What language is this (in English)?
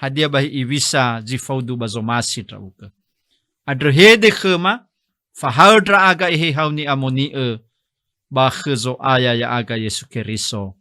Nias